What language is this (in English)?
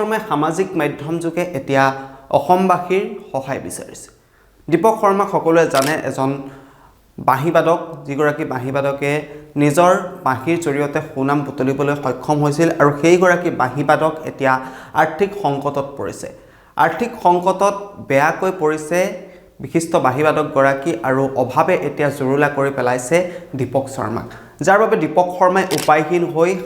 Assamese